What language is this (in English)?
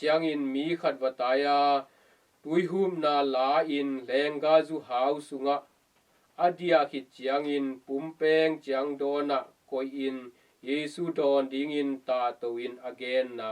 Tedim Chin